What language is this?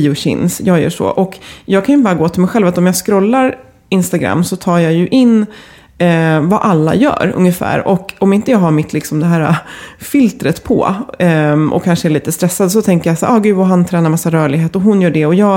Swedish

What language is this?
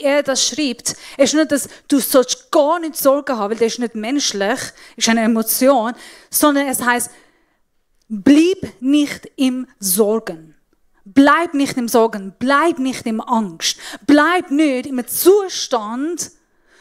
Swiss German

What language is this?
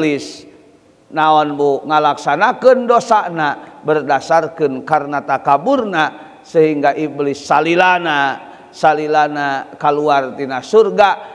Sundanese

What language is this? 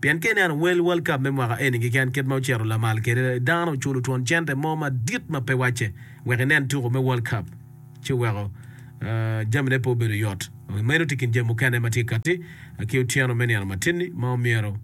Acoli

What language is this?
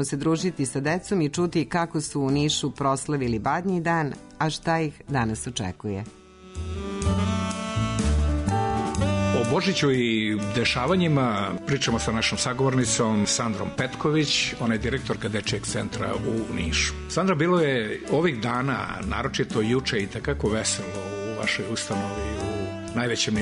Serbian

